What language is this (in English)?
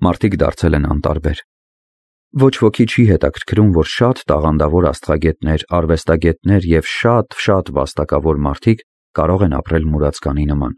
Armenian